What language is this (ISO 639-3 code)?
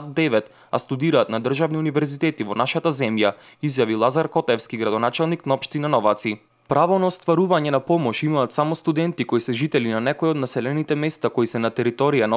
mkd